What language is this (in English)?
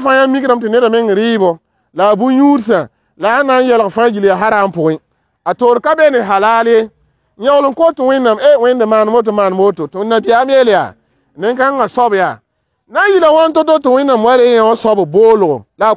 Mossi